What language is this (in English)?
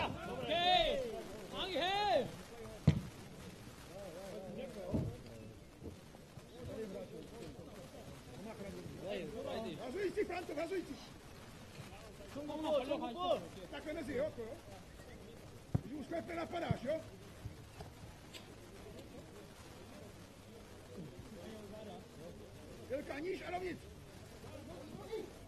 Czech